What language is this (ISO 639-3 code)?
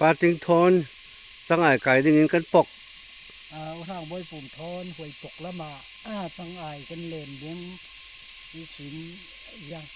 cfm